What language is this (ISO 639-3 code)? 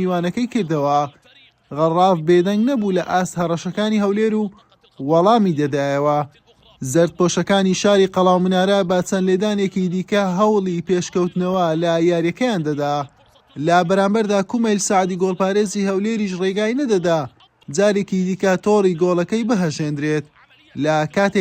ckb